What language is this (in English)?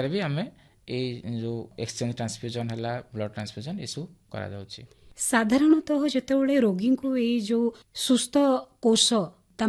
Odia